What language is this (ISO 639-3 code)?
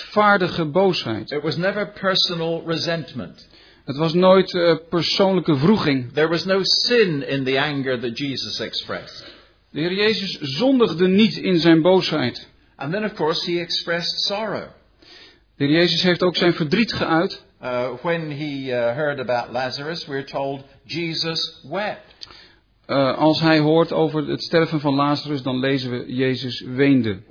nld